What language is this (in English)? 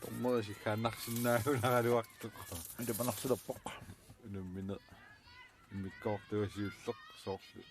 Kalaallisut